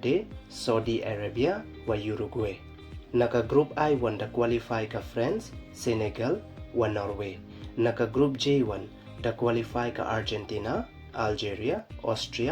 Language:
Pnar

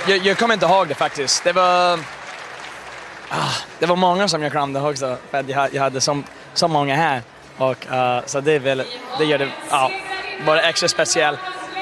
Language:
Swedish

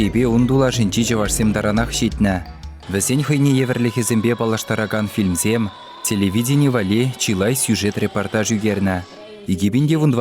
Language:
Chuvash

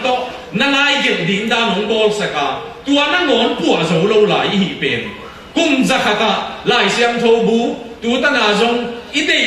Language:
Tedim Chin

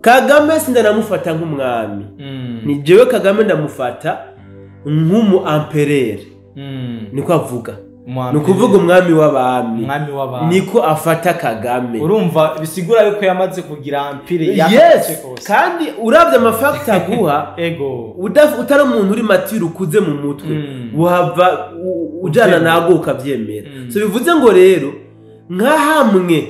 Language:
Rundi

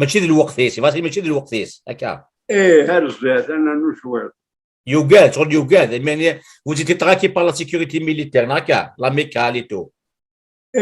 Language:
Kabyle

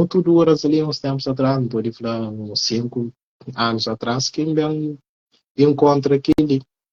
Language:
Kabuverdianu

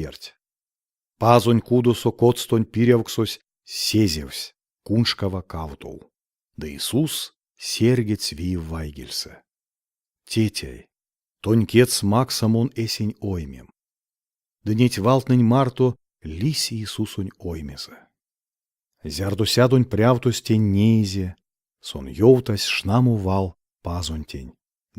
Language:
Erzya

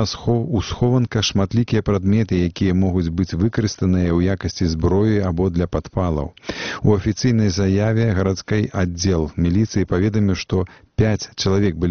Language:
Belarusian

